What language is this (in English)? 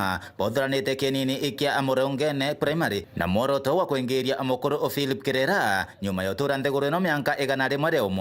Meru